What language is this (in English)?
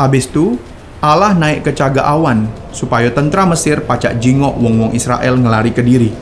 Musi